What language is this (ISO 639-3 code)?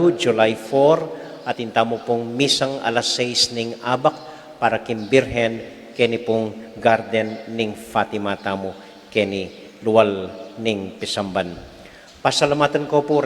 pam